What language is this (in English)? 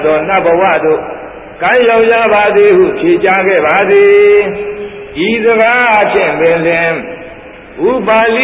Burmese